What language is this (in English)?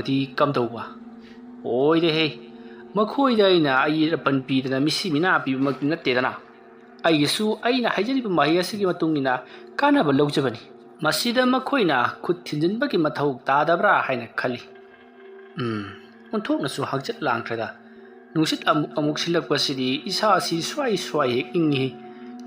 Manipuri